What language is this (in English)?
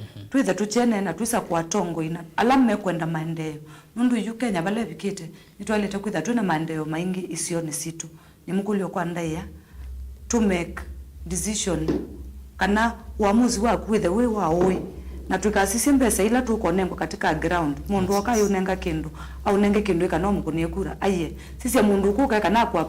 Kamba